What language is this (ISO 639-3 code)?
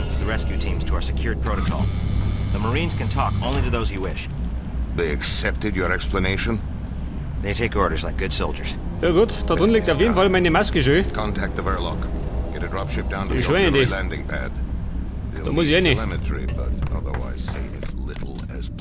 bar